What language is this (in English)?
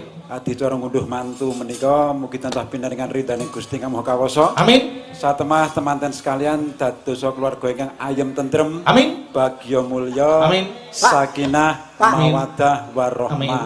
Javanese